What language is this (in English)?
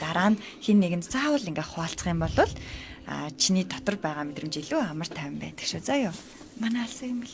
Mongolian